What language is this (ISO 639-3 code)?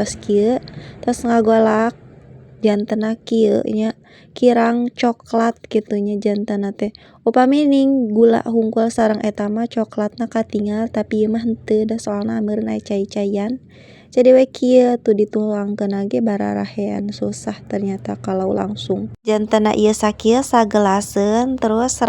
sun